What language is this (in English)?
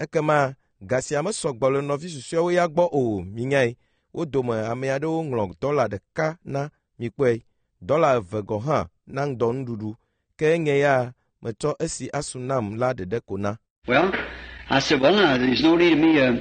Ewe